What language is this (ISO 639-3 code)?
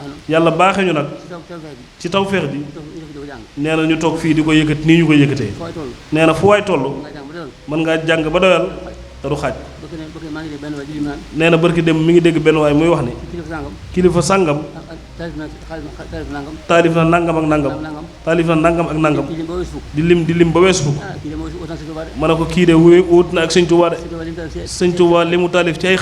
wol